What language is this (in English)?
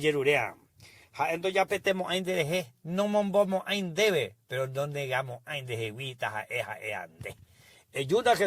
Guarani